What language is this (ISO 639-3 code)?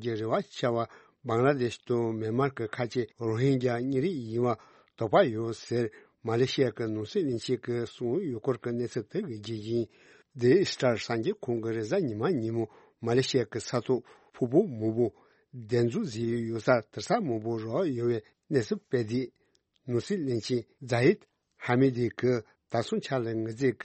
bod